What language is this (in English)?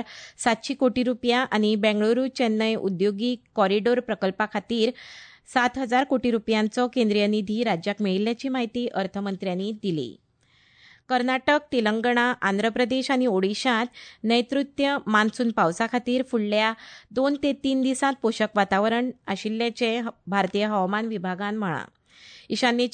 Konkani